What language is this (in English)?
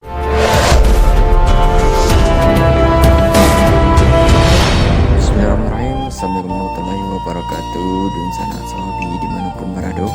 Minangkabau